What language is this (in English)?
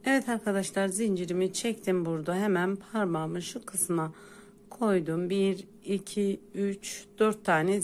Turkish